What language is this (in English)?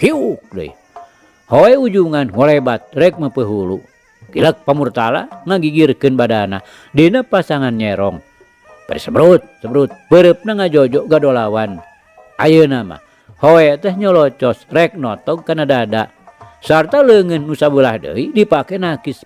Sundanese